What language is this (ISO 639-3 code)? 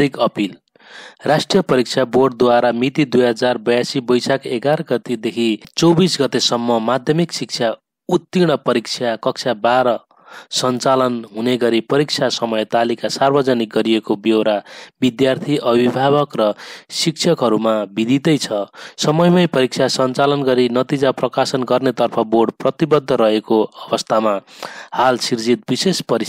nep